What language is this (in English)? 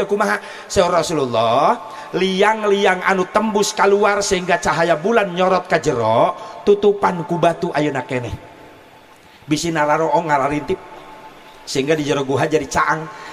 Sundanese